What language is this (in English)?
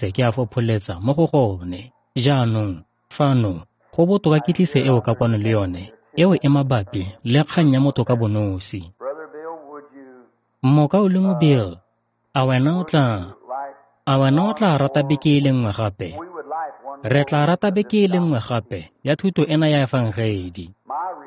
Tswana